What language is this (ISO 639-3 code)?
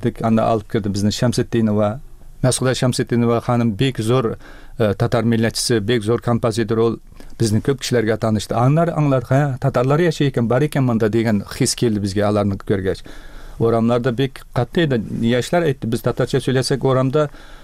tat